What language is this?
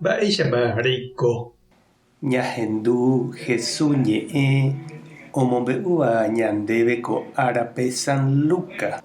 Guarani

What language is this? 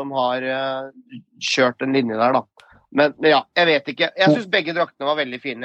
Norwegian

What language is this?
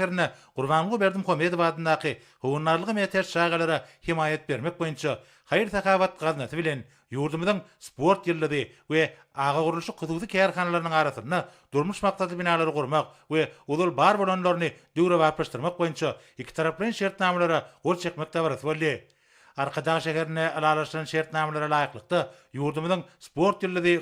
Turkmen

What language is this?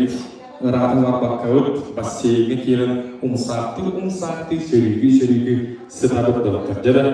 Yakut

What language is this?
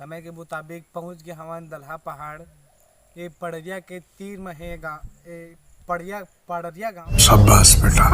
Chhattisgarhi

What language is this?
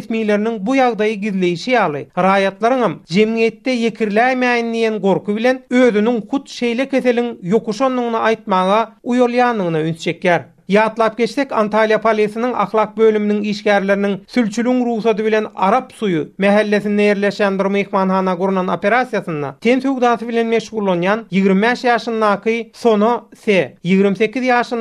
Turkmen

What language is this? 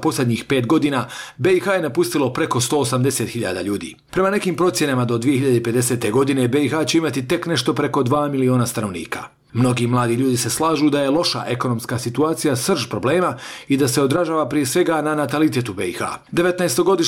Bosnian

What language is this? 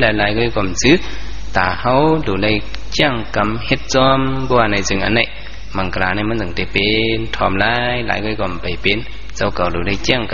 Shan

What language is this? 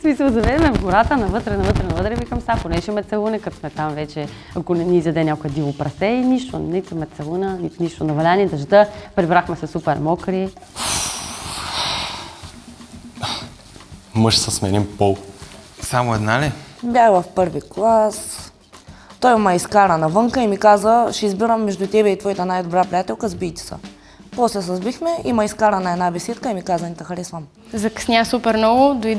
Bulgarian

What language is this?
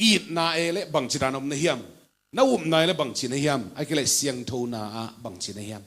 Tedim Chin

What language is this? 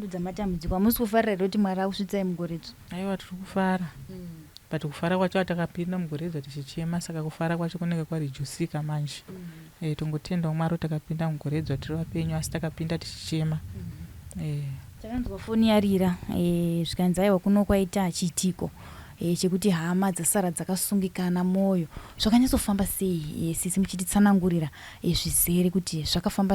Shona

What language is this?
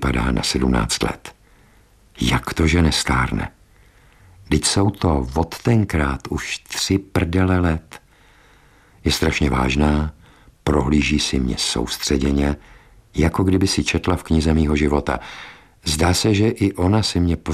Czech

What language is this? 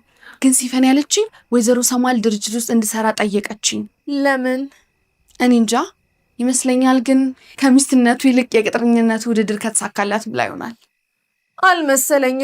Amharic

